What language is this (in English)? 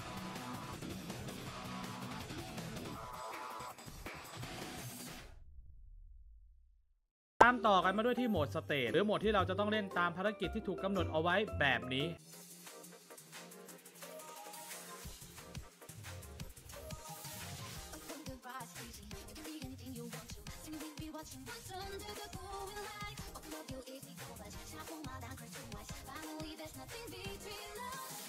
Thai